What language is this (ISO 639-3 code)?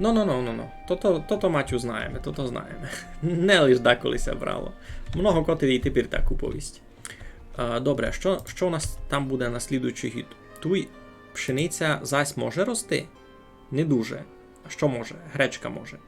rue